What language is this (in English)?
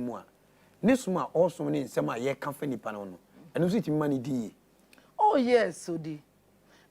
Akan